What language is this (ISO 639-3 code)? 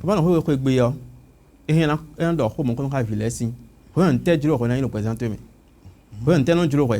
fon